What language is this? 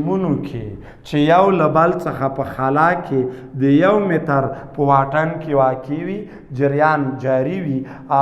Pashto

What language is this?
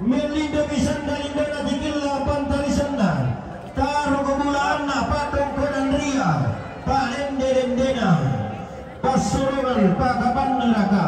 Toraja-Sa'dan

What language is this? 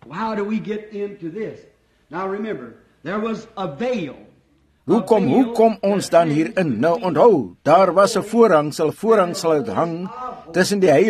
Afrikaans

